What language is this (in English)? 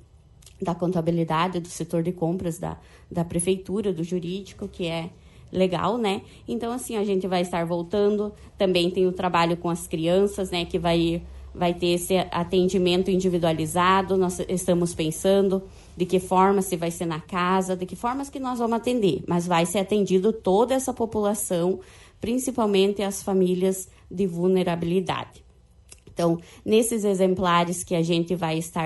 Portuguese